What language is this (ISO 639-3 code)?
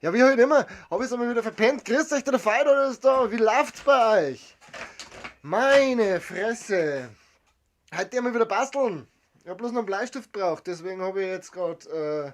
bar